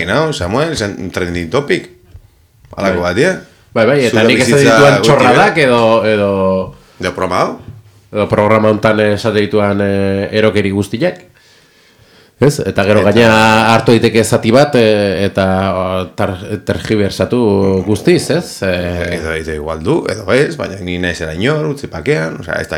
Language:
Basque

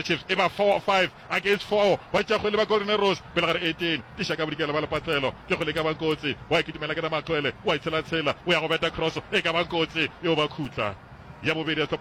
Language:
Northern Sotho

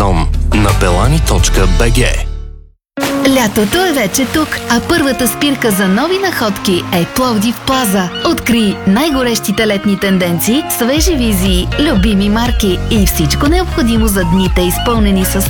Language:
Bulgarian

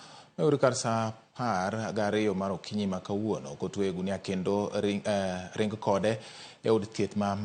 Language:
Luo (Kenya and Tanzania)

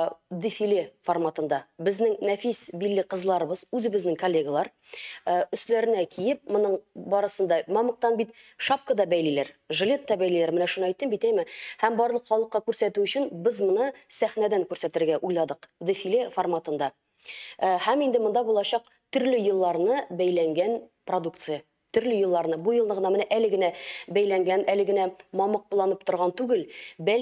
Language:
Tatar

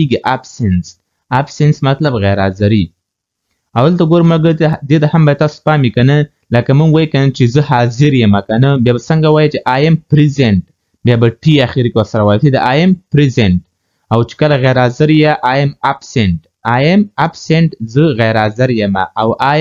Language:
Pashto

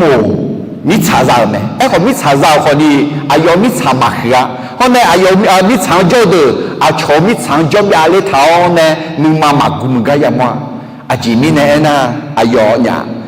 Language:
Akha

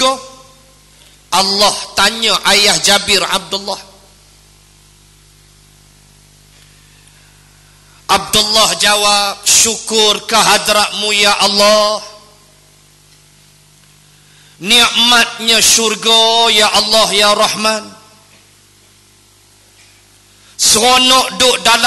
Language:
Malay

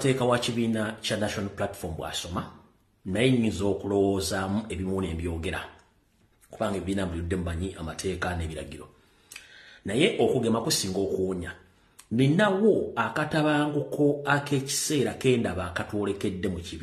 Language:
Ganda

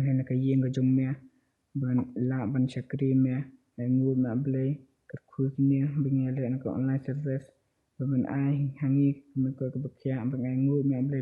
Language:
Khasi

